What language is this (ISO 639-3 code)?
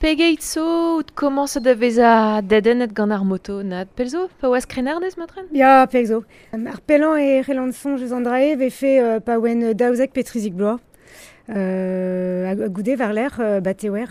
bre